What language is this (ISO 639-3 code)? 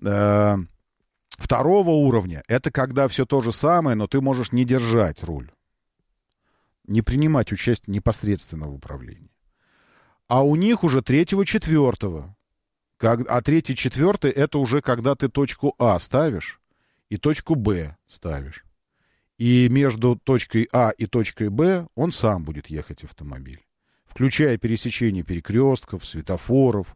rus